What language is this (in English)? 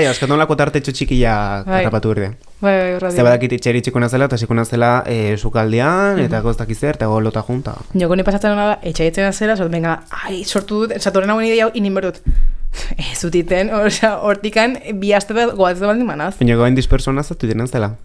Basque